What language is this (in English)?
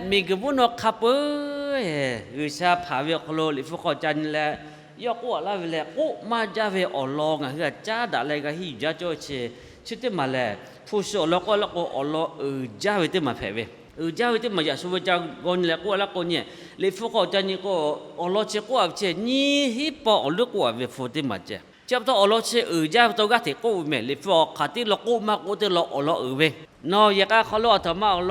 Lahu